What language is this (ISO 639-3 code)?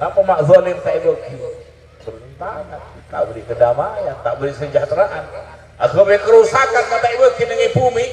mad